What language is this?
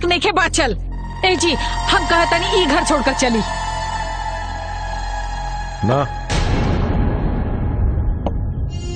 Bhojpuri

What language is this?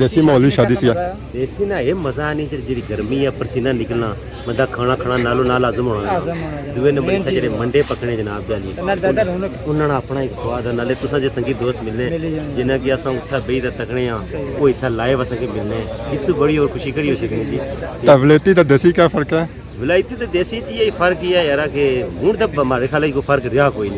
Pahari-Potwari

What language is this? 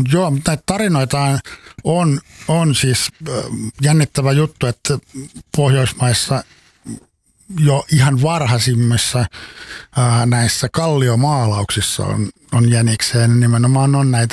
Finnish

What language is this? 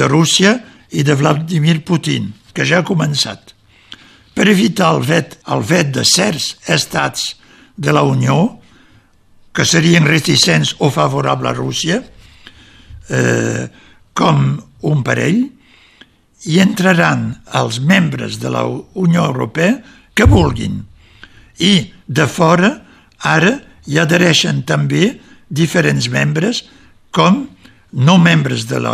Catalan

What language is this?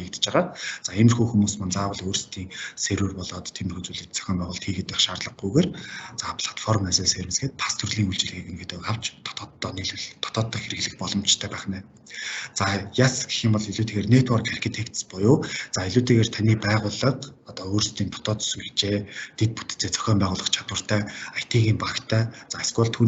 Mongolian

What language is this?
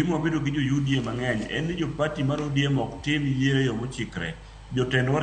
Luo (Kenya and Tanzania)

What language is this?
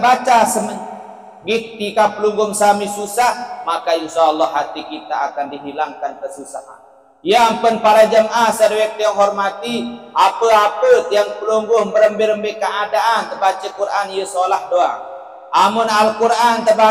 Sasak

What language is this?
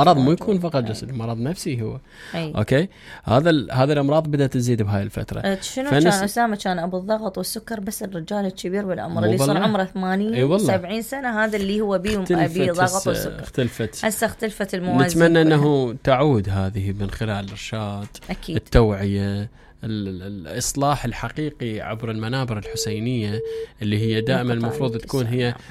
Mesopotamian Arabic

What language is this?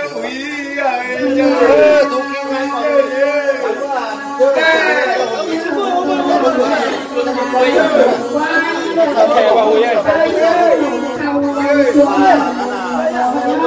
Vietnamese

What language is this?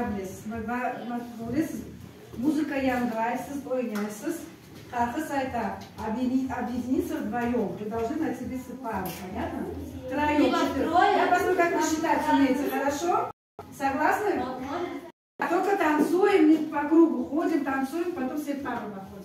Crimean Tatar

